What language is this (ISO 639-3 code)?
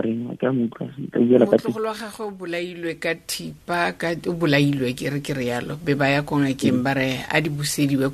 tsn